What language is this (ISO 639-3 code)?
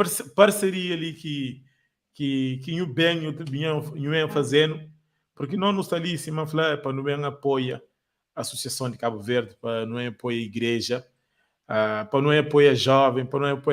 kea